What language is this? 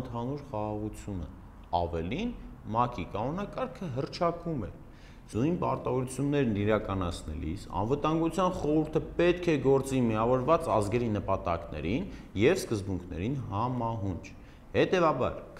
Armenian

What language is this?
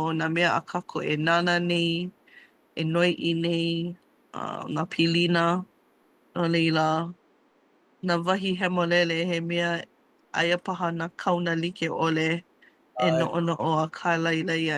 Hawaiian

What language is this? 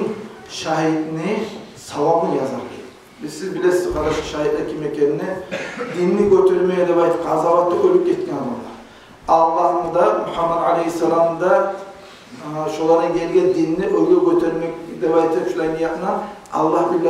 Kumyk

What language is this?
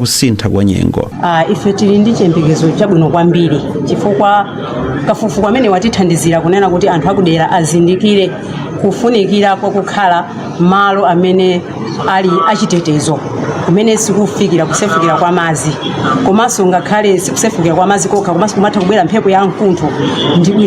Nyanja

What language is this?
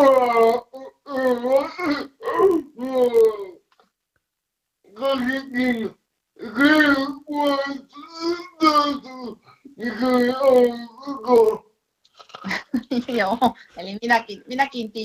Finnish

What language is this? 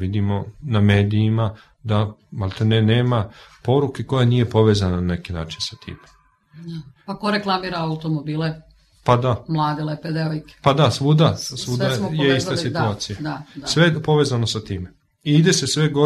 Serbian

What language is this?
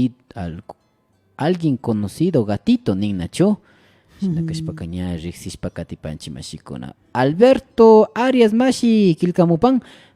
Imbabura Highland Quichua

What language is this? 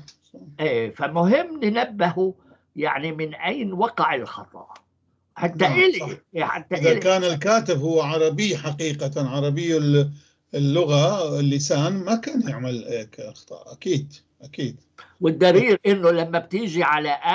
North Levantine Arabic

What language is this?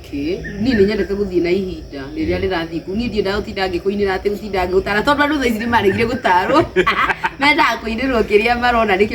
Kikuyu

